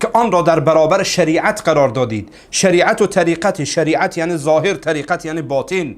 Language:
Persian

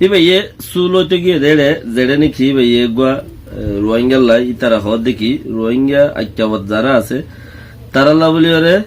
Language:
Rohingya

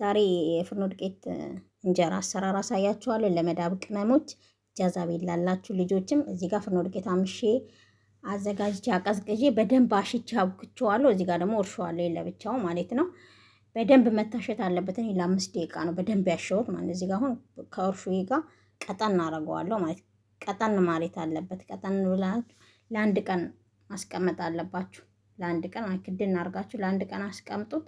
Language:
Amharic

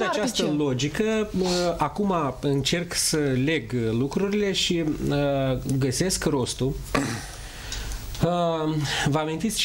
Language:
Romanian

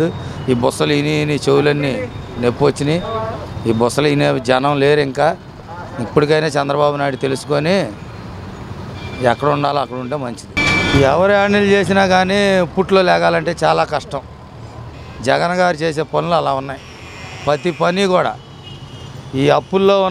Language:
Telugu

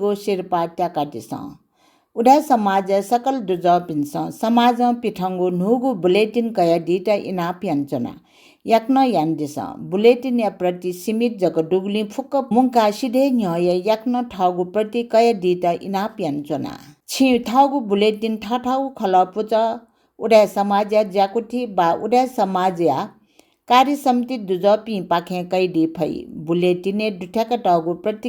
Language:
Newari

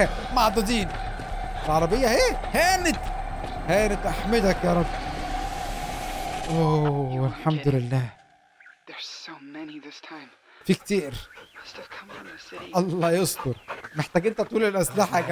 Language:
Egyptian Arabic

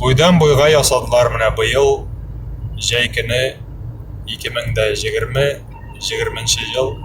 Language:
Tatar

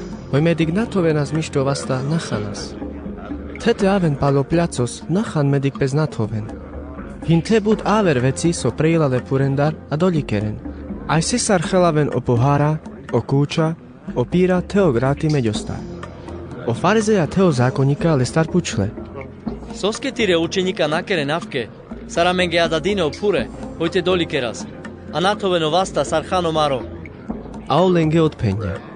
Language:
Carpathian Romani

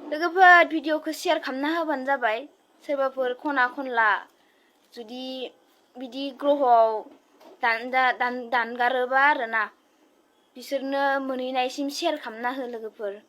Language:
Bodo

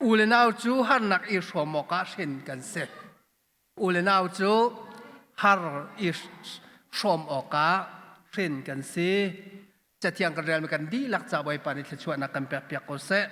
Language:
Hakha Chin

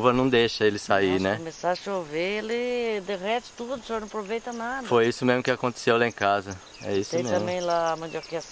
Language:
Portuguese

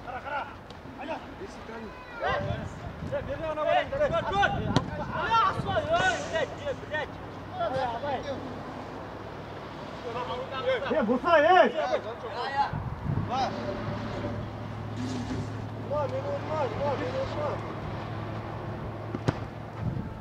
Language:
Kazakh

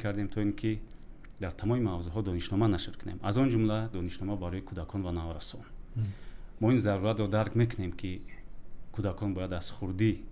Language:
Tajik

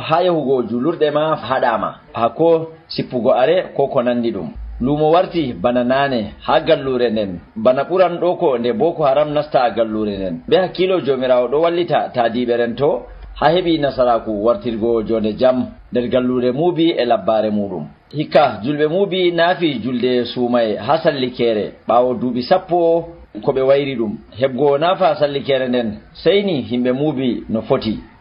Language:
Nigerian Fulfulde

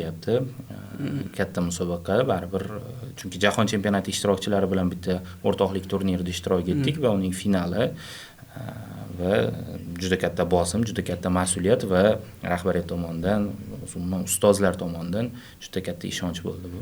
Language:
Uzbek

